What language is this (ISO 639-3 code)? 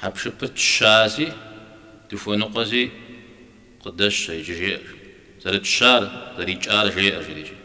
kbd